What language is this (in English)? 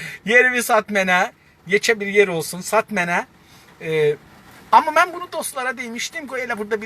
South Azerbaijani